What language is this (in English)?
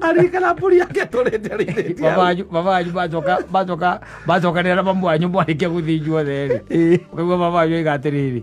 Kikuyu